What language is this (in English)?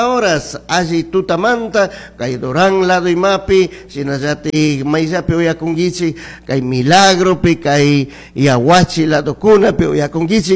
Chimborazo Highland Quichua